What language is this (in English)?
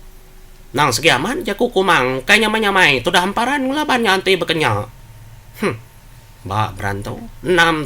Iban